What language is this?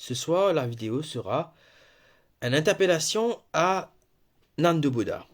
Morisyen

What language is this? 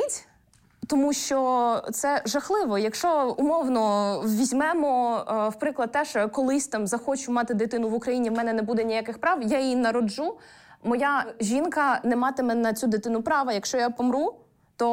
Ukrainian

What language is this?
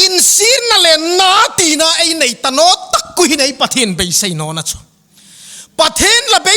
Hmar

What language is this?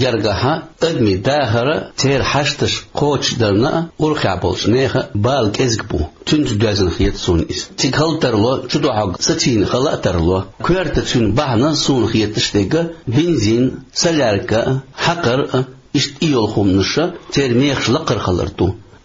Chechen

